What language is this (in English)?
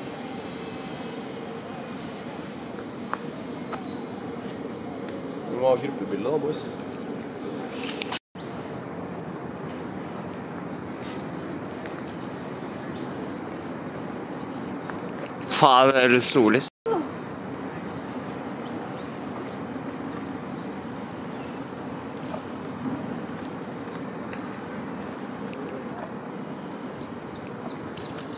Norwegian